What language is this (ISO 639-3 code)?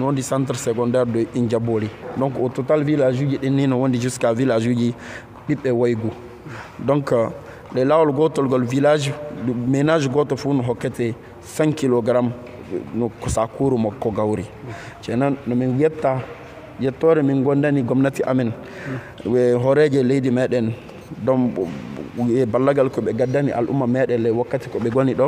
ful